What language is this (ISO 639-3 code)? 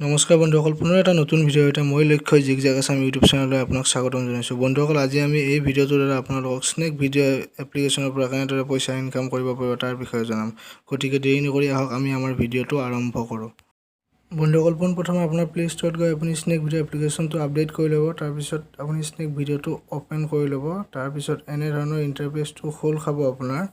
asm